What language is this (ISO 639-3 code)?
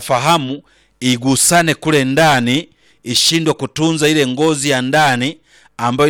swa